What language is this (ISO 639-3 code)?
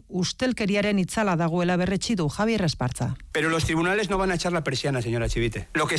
eus